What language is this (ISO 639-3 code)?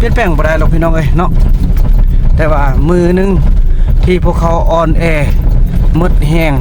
lao